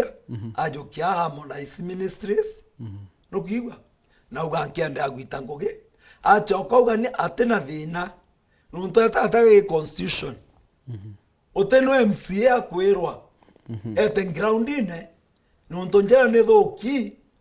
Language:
Meru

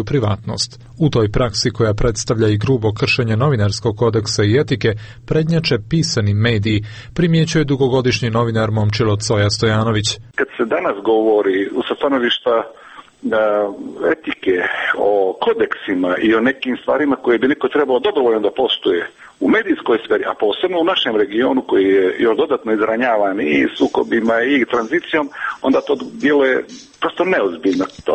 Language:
Serbian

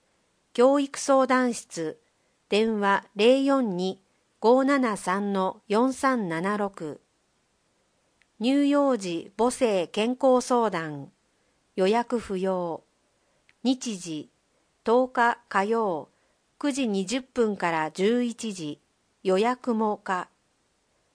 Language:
Japanese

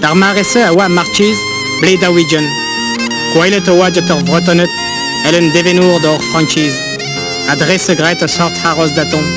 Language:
Breton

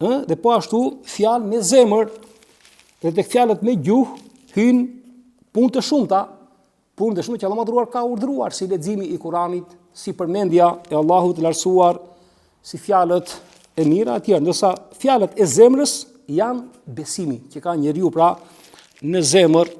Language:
Albanian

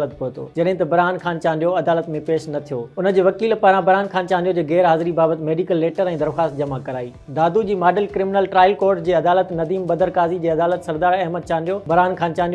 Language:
Sindhi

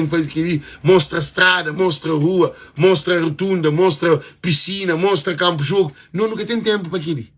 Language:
Kabuverdianu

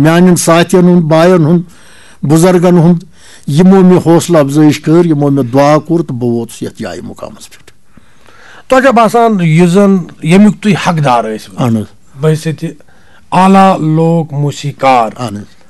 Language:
Kashmiri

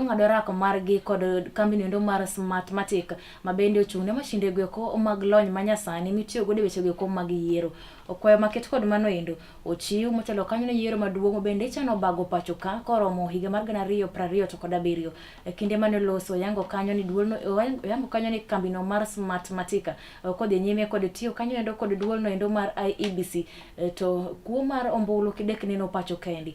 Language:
Luo (Kenya and Tanzania)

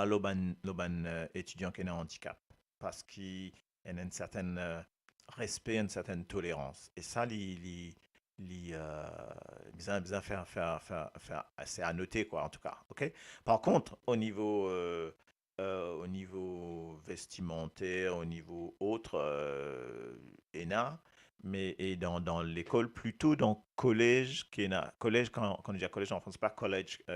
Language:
Morisyen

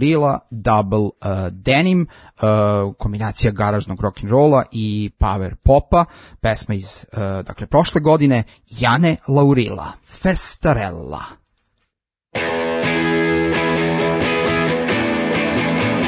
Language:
Serbian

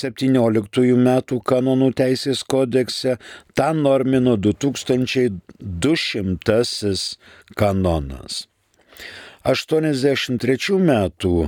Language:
Lithuanian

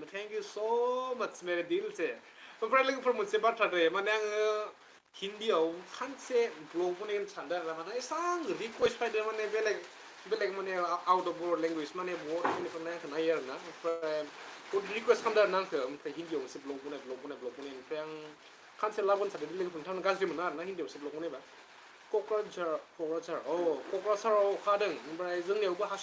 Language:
Bodo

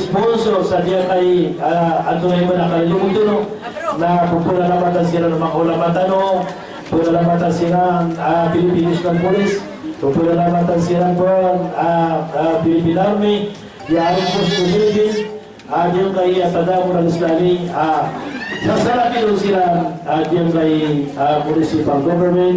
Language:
Maranao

